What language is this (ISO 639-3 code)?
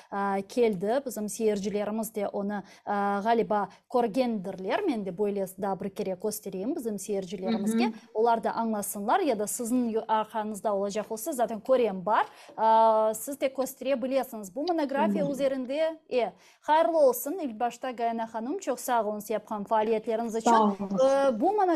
crh